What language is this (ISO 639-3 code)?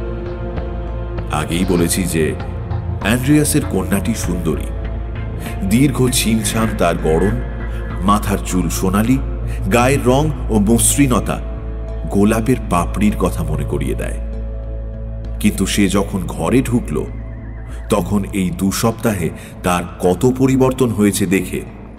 ben